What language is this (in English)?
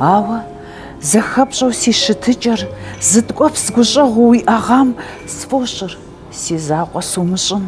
Kabardian